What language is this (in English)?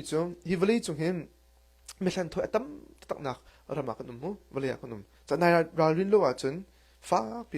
Hakha Chin